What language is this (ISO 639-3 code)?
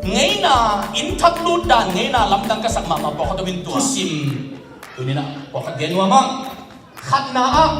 ctd